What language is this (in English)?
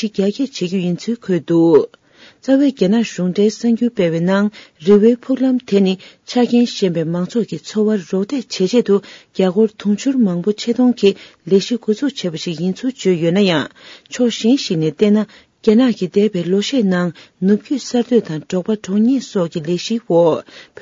Tibetan